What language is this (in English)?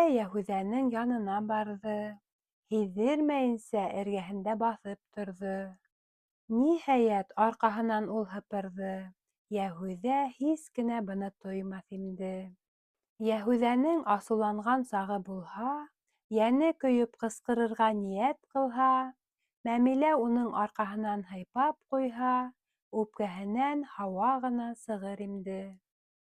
Bashkir